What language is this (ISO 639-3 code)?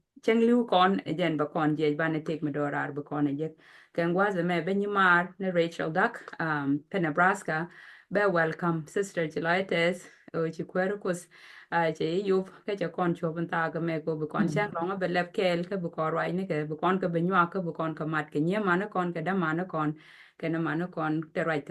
nus